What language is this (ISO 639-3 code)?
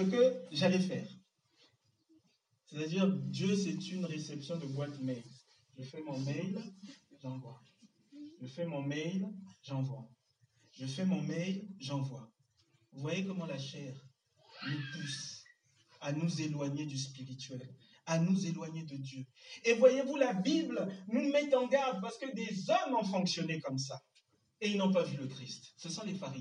fra